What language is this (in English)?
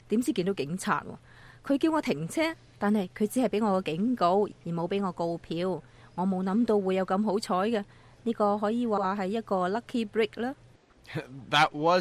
Cantonese